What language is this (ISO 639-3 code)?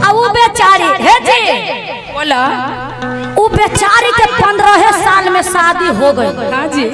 mag